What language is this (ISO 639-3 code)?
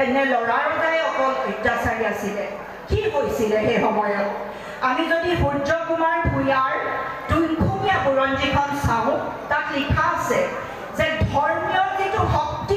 asm